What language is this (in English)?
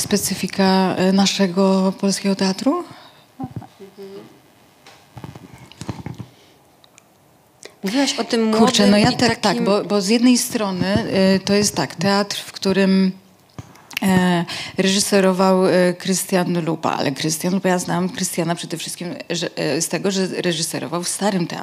Polish